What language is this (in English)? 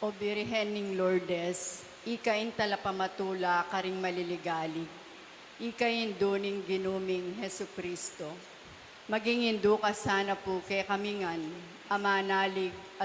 Pampanga